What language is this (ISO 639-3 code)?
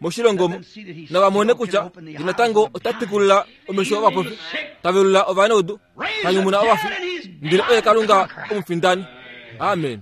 kua